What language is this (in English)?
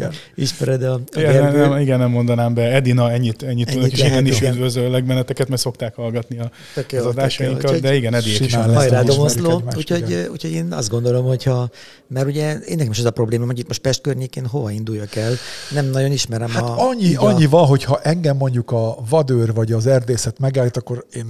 Hungarian